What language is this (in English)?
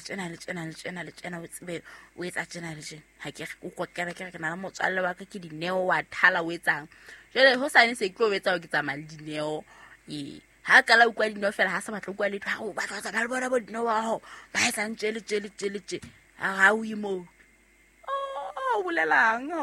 Southern Sotho